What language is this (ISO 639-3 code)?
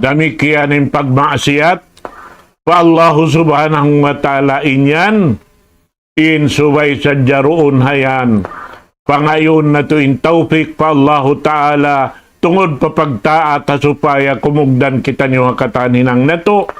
tsg